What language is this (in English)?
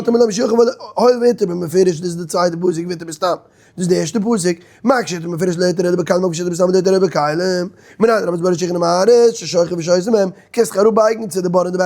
Yiddish